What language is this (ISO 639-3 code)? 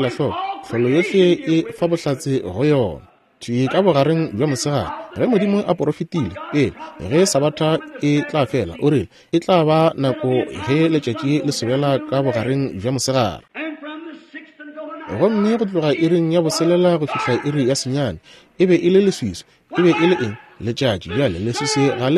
nso